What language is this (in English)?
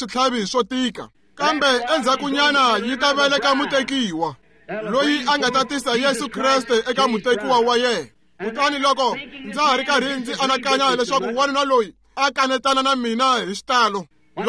Tsonga